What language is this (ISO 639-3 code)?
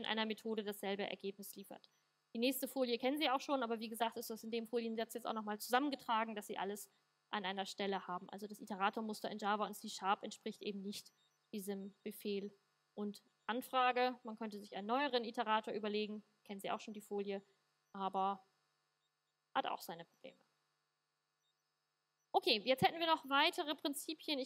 deu